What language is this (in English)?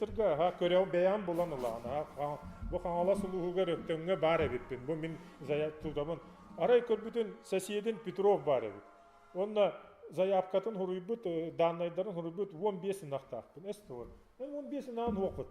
Yakut